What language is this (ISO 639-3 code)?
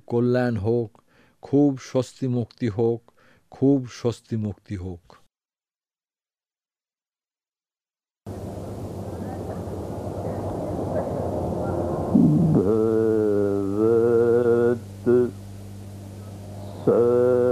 ben